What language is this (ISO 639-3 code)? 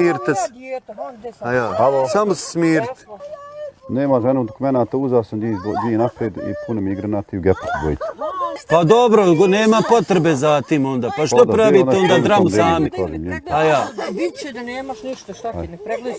bos